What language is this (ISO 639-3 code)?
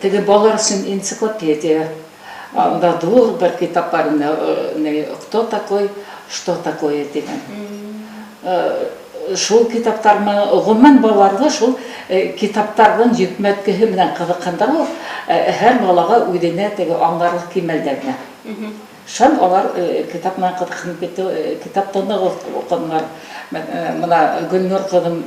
bak